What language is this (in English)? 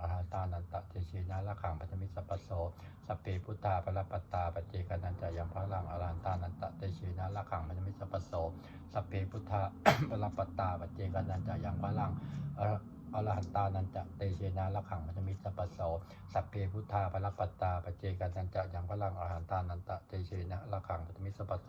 Pali